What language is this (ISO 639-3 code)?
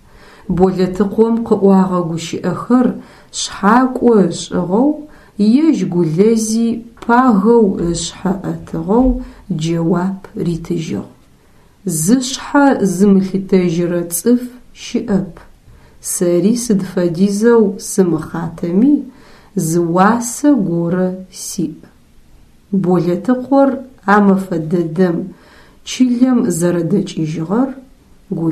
ady